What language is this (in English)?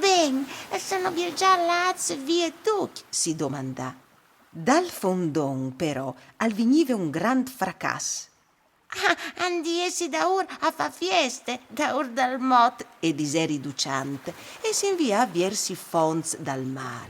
Friulian